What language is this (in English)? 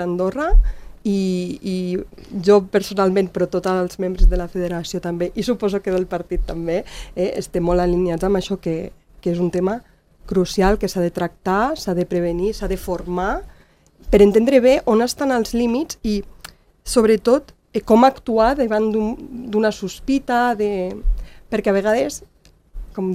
Catalan